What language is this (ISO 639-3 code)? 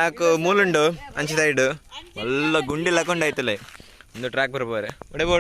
tcy